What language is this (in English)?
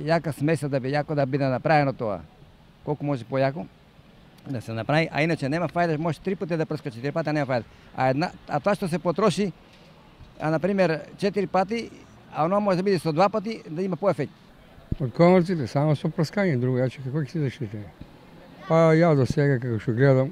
Macedonian